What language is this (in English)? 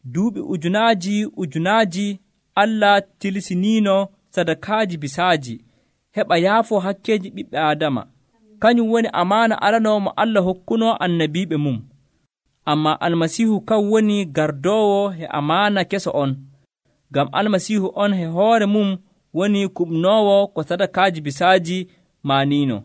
Nigerian Fulfulde